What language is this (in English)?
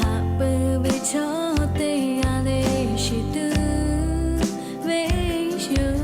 Lahu